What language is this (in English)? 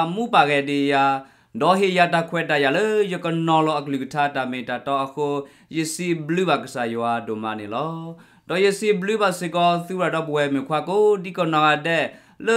S'gaw Karen